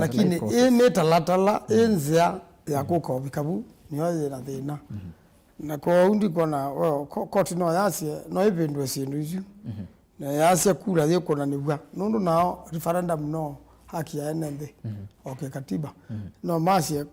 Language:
Kamba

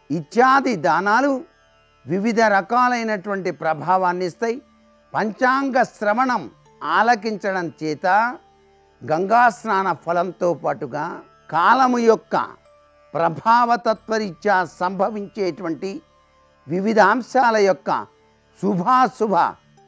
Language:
Telugu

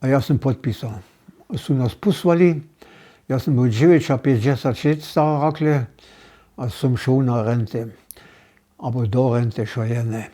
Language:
Upper Sorbian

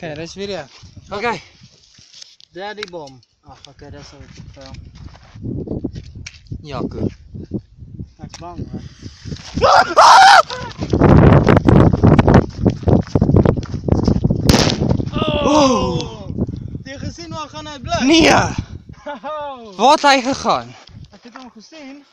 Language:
Afrikaans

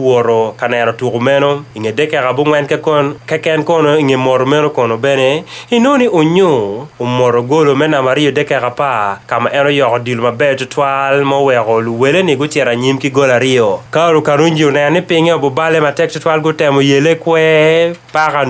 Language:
Acoli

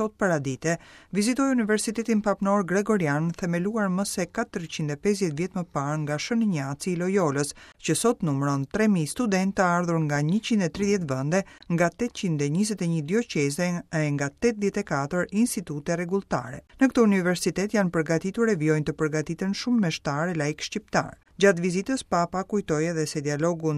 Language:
Albanian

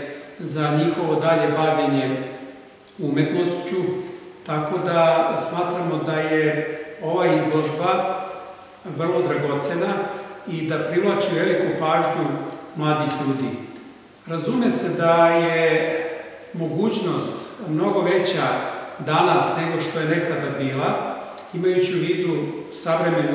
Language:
Serbian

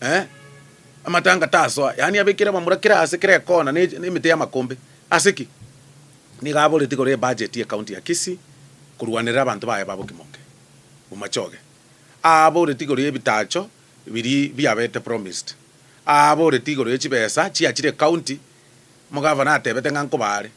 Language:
Gusii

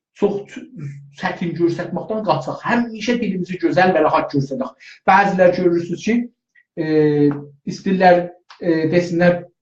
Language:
South Azerbaijani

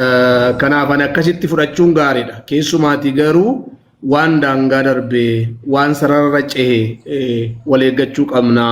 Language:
Oromo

